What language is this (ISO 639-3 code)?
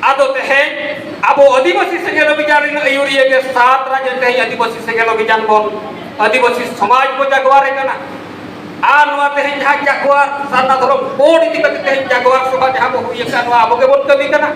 sat